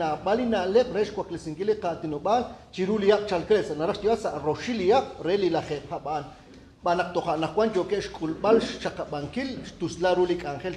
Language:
Kekchí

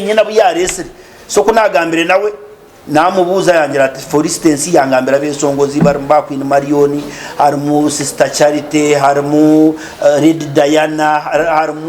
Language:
Nyankole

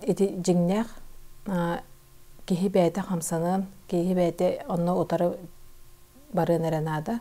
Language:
Yakut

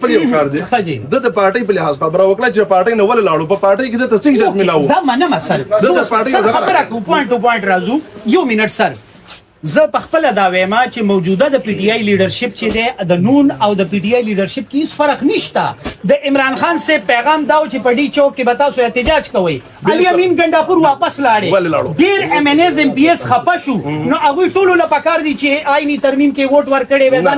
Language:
Pashto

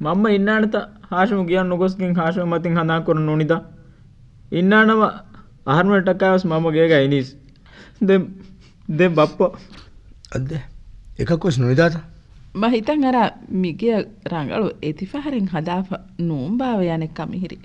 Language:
Divehi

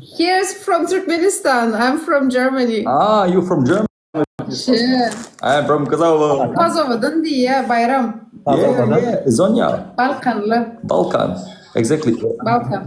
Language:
Turkmen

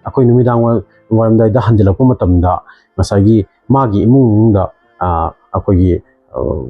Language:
Manipuri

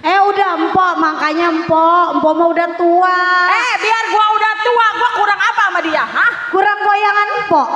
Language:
Betawi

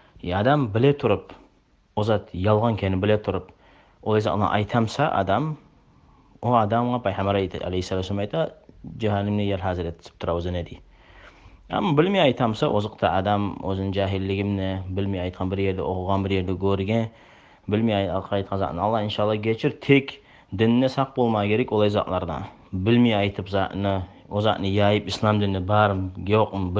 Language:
Kumyk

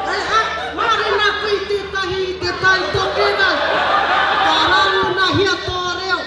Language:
Māori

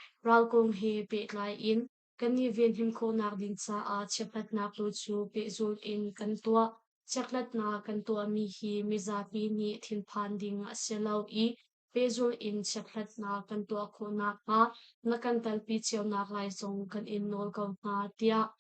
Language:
Hakha Chin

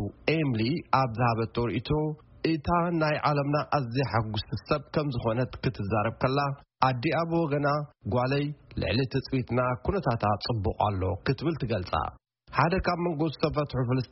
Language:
Tigrinya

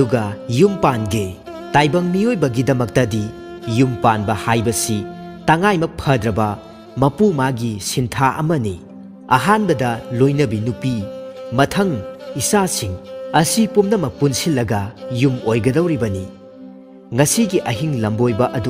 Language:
Manipuri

